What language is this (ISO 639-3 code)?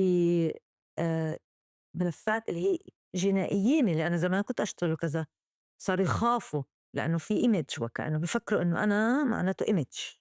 apc